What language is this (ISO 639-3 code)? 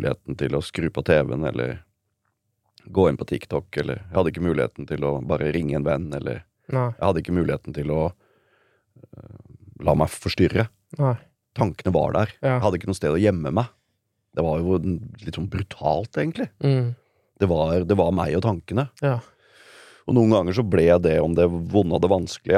nor